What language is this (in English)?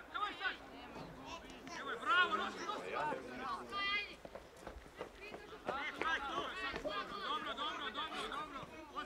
Croatian